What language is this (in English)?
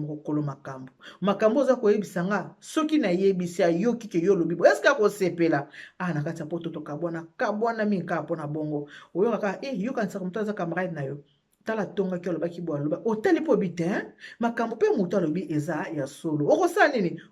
Lingala